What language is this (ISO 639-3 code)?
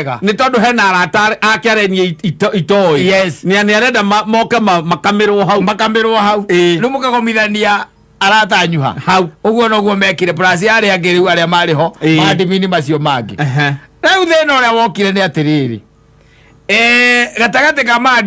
kik